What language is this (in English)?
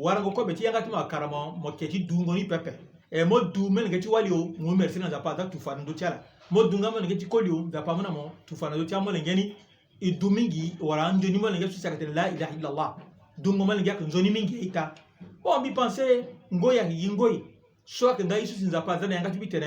Sango